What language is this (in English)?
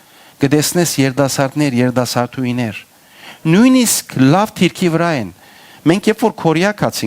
Western Armenian